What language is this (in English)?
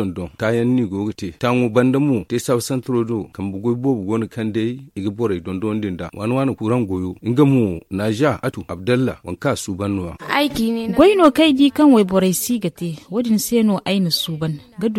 Zarma